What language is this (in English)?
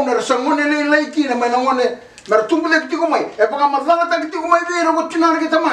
Fijian